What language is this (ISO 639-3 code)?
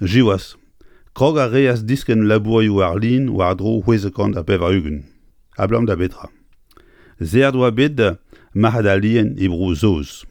bre